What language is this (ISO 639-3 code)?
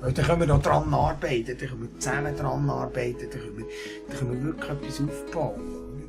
gsw